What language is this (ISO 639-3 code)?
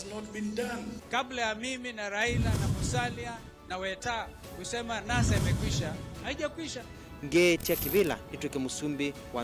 kam